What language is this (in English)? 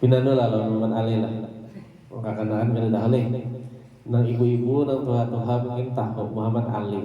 Banjar